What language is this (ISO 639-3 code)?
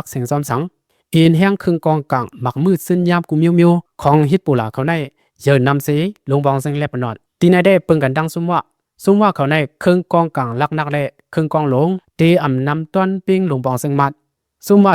lao